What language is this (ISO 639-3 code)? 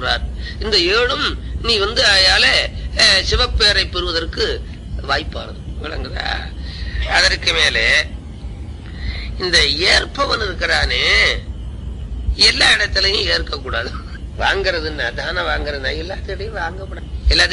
tam